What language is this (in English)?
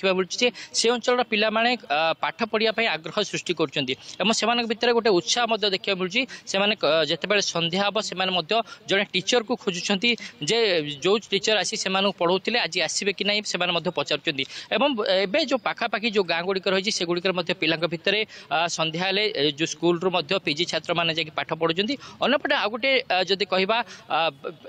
Odia